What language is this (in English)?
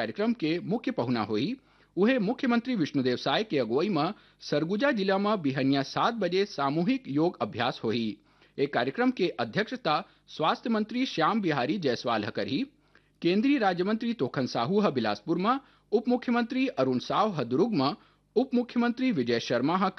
Chhattisgarhi